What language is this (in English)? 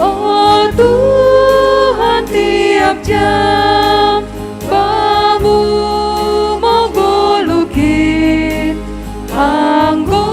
Batak Simalungun